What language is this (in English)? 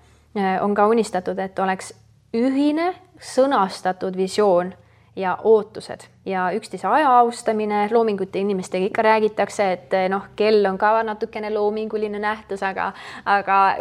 Estonian